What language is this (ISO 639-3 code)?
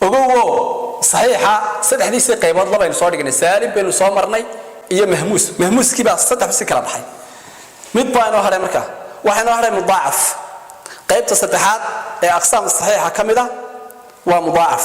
som